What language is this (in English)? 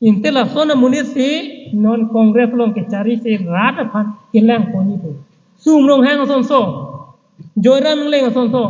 Karbi